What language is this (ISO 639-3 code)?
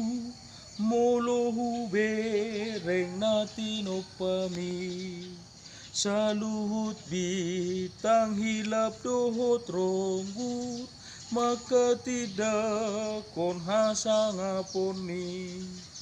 bbc